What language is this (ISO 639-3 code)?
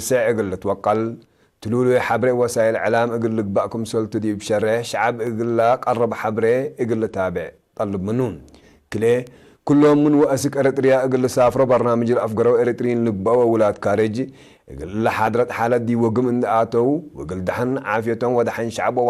tig